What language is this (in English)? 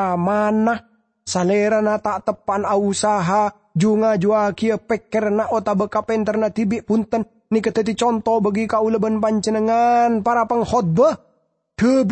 Madurese